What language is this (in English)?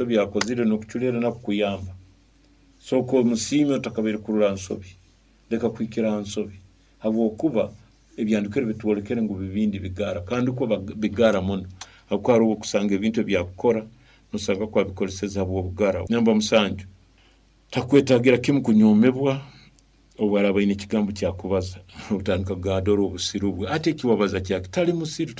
Nyoro